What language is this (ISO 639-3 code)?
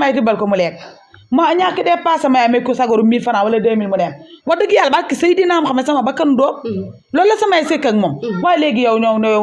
wol